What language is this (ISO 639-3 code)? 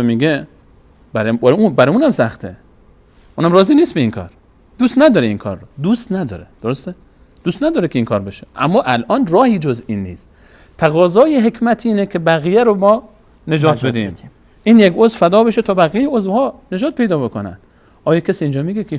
fas